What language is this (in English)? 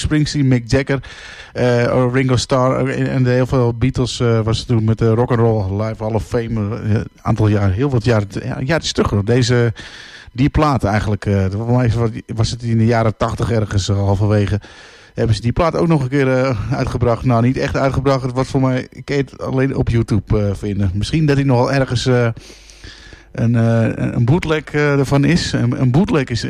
Dutch